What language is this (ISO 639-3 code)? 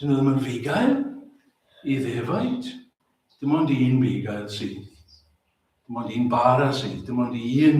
cym